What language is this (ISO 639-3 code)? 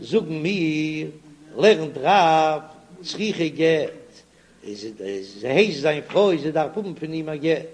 yid